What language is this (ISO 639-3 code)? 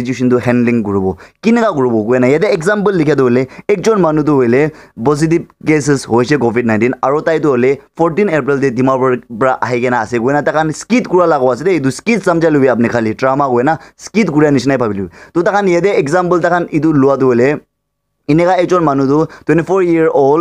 nag